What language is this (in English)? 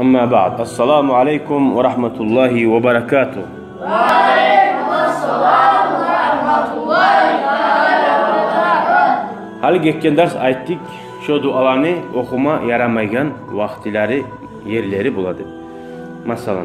Kumyk